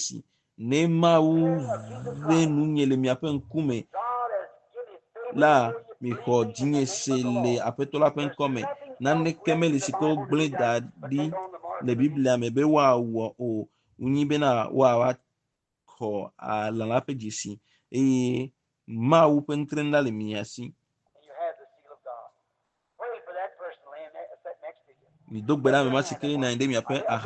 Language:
Ewe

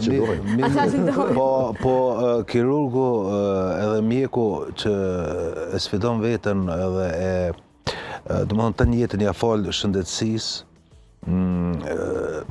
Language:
Albanian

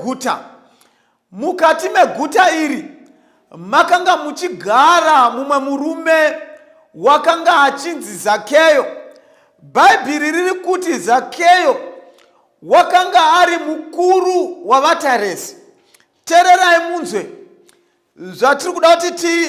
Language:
Shona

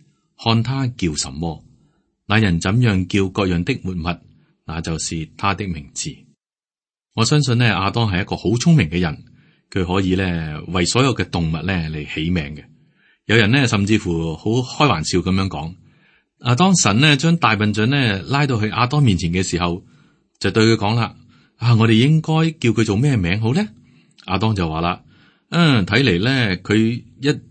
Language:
Cantonese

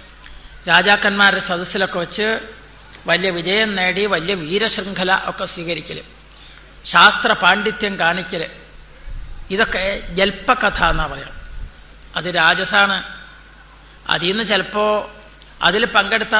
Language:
Malayalam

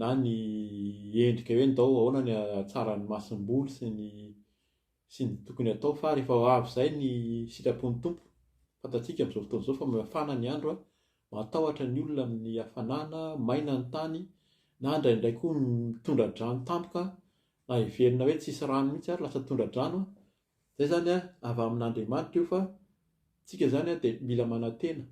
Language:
Malagasy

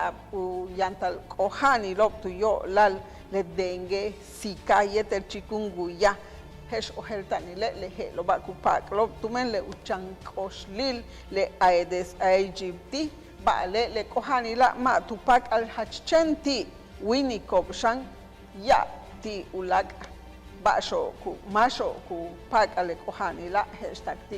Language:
Yucateco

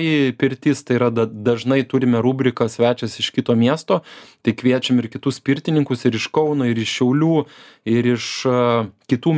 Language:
Lithuanian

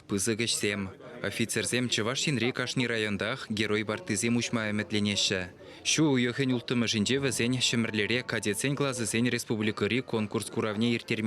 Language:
Chuvash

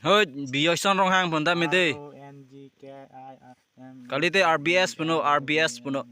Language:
Karbi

